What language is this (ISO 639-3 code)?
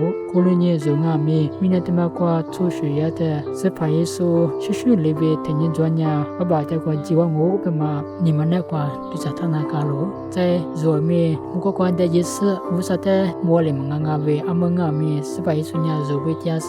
lis